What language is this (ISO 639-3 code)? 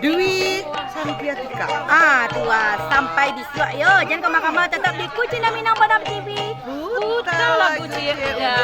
min